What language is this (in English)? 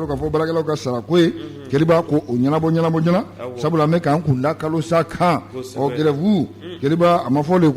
Bambara